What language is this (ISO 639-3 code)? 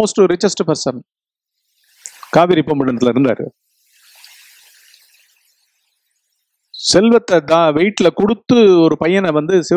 tam